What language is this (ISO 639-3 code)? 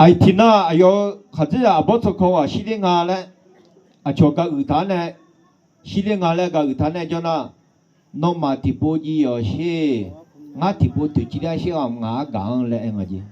ahk